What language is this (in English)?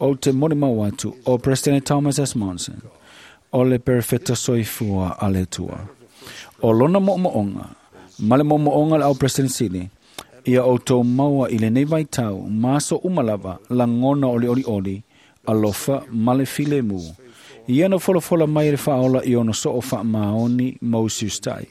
Samoan